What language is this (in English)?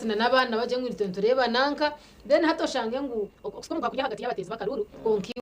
Nyankole